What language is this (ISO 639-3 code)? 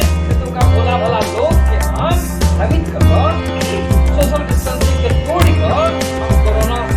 mai